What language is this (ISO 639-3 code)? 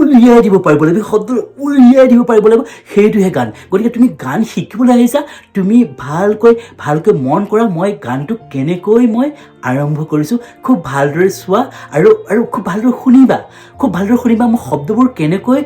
asm